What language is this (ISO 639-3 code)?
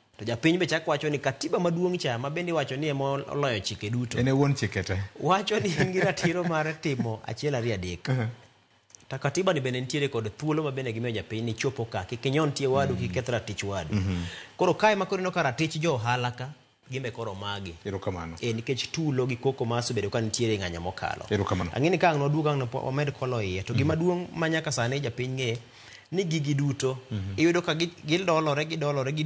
luo